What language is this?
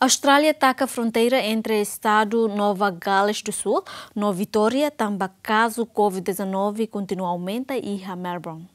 Tetum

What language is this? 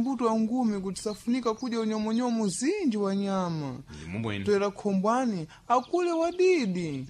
Sena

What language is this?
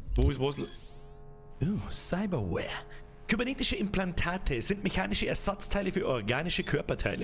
Bavarian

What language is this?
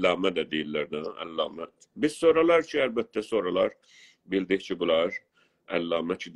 South Azerbaijani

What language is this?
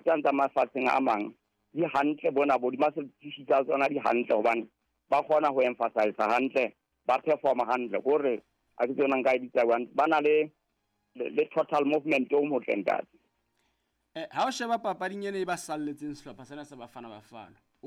Southern Sotho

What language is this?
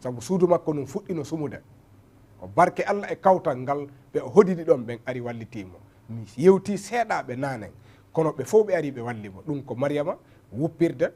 Fula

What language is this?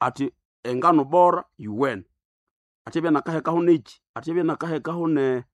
Nande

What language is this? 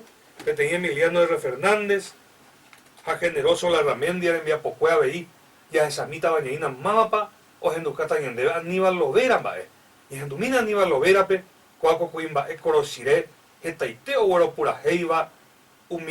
Guarani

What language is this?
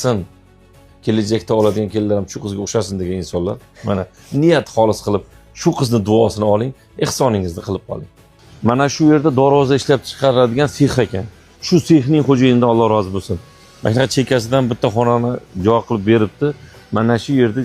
Uzbek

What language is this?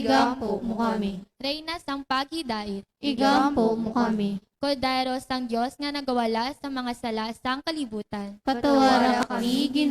Hiligaynon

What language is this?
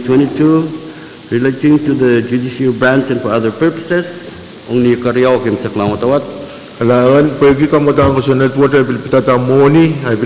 Pohnpeian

